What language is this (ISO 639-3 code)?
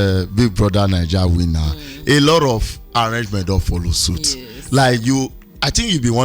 pcm